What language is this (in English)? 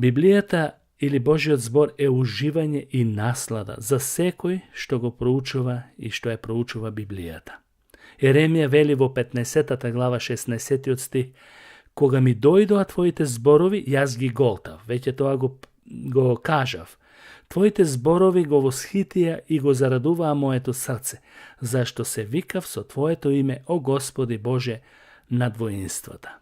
Macedonian